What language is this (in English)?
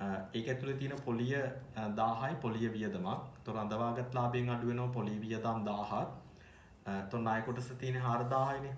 Sinhala